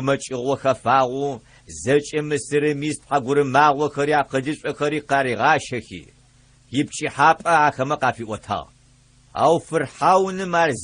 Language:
Adyghe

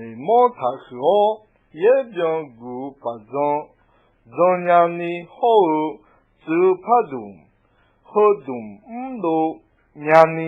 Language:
Akha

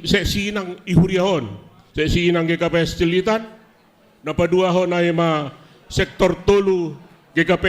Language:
Batak Simalungun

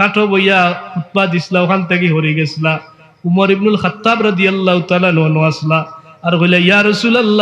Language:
Sylheti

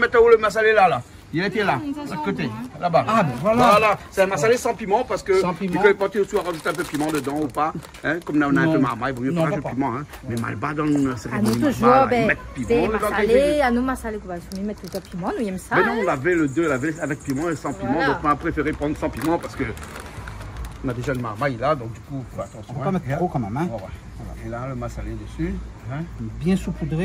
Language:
Réunion Creole French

